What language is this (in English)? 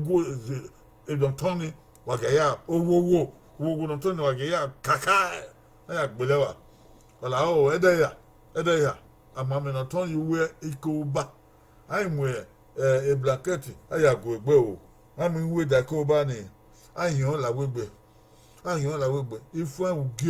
Bini